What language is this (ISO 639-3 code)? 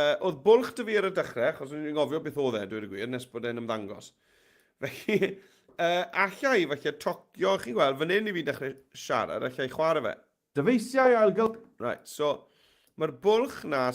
cym